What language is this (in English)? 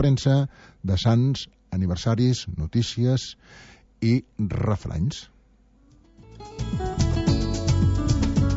Catalan